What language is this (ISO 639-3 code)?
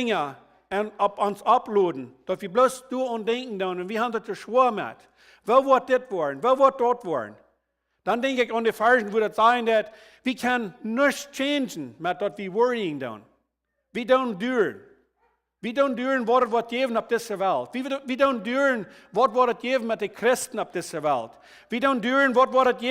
pdt